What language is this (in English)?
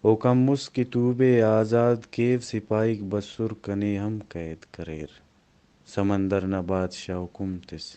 Brahui